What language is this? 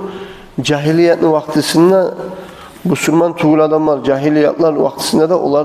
Kumyk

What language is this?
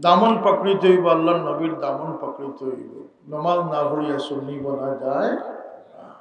Sylheti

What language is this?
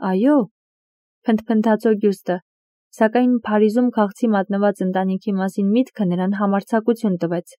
Armenian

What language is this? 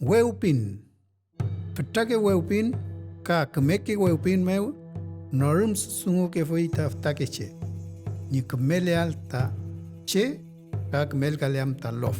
Mapuche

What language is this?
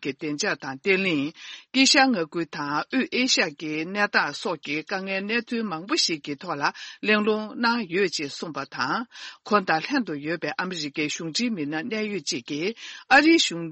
Tibetan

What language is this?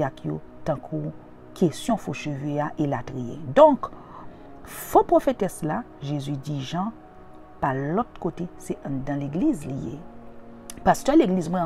Haitian Creole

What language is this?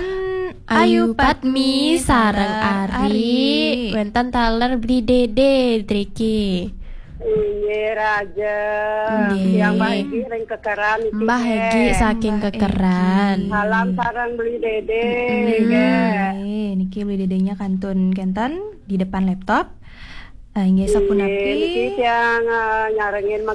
Balinese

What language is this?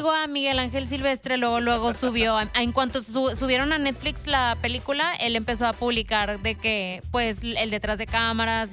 Spanish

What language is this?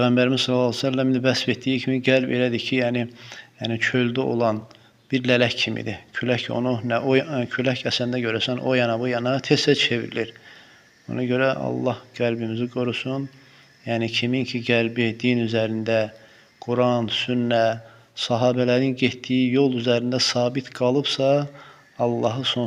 Azerbaijani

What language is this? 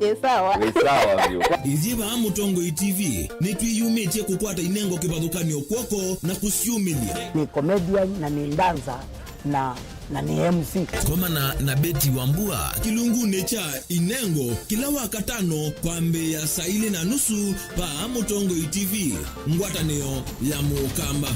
Kamba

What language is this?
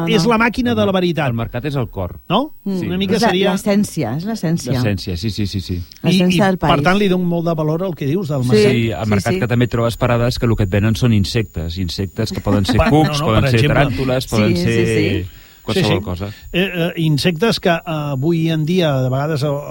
Catalan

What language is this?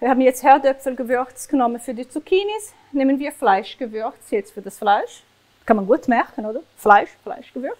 Swiss German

